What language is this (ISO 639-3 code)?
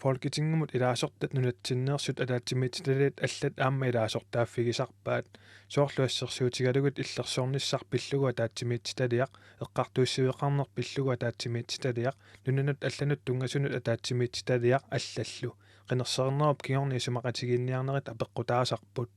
kal